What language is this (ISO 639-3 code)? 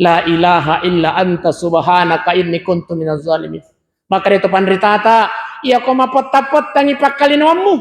bug